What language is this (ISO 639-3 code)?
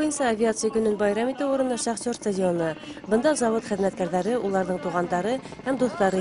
bak